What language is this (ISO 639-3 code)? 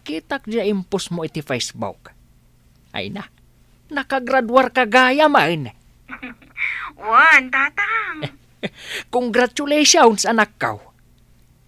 ilo